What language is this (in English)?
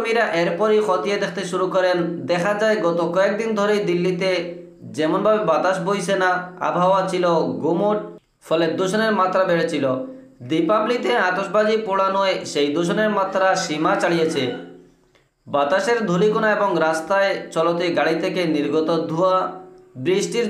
Bangla